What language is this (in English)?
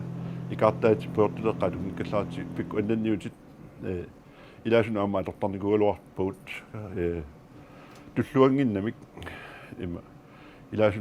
Kalaallisut